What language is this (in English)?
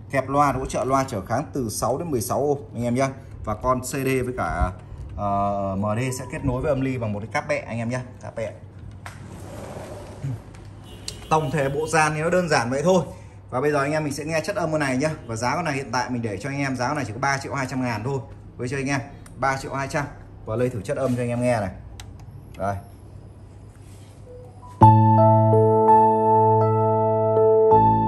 Vietnamese